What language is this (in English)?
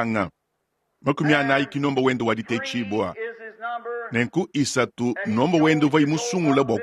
Luba-Lulua